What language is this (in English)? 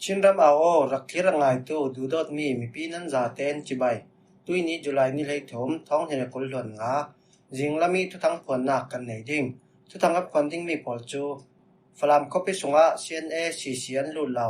Falam Chin